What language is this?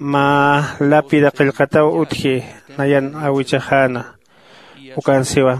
Aymara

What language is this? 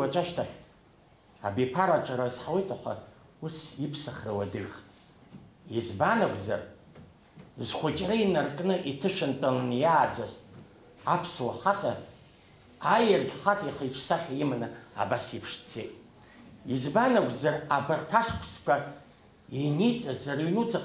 Abkhazian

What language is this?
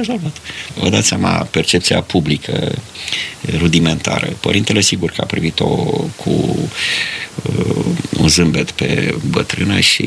Romanian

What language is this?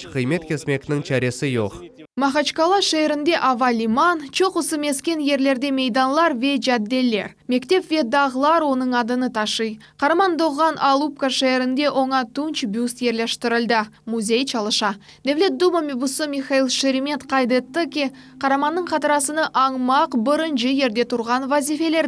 Crimean Tatar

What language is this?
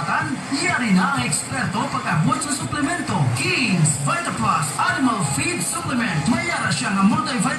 Hiligaynon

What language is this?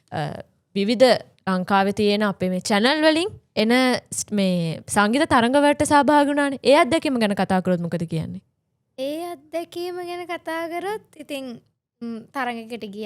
Sinhala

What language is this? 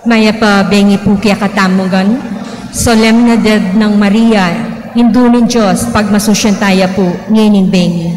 Pampanga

